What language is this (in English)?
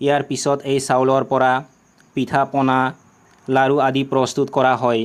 Assamese